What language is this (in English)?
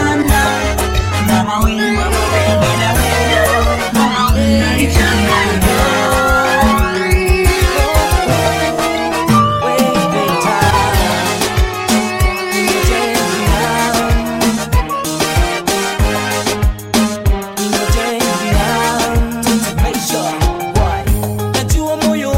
Swahili